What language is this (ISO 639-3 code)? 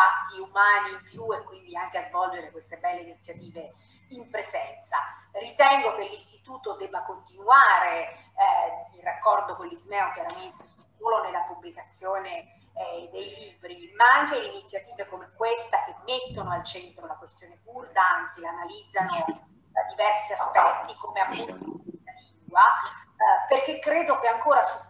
ita